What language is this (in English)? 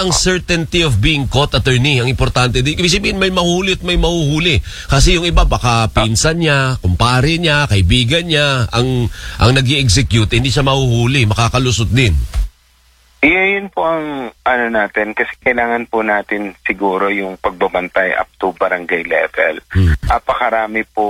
Filipino